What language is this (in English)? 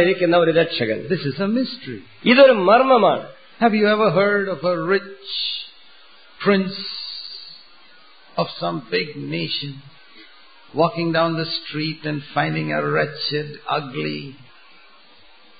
Malayalam